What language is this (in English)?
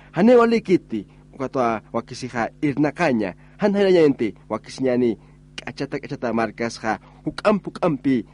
Aymara